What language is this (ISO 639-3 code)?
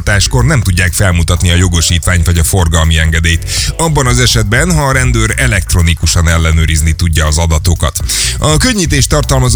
hun